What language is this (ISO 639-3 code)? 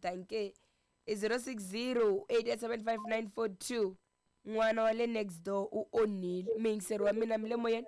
tso